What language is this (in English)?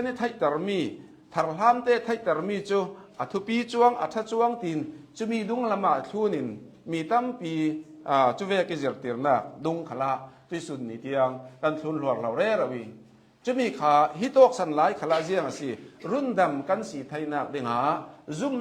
Hakha Chin